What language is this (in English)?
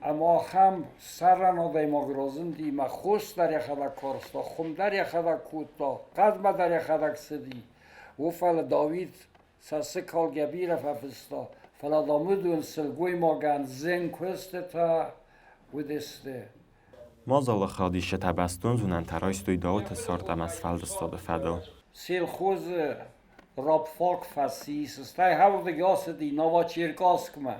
Ossetic